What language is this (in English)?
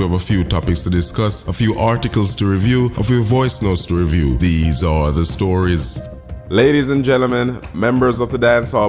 Jamaican Creole English